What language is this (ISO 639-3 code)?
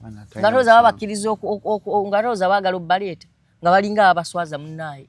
lug